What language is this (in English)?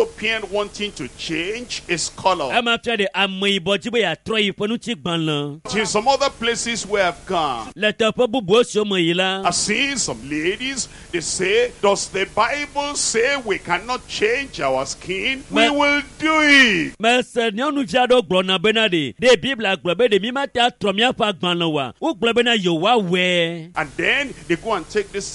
Ewe